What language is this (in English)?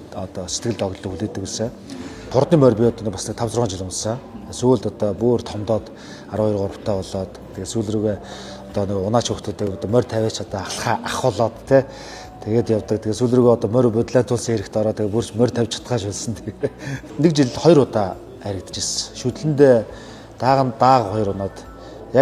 Mongolian